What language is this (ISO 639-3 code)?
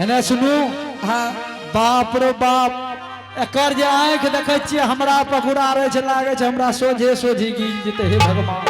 anp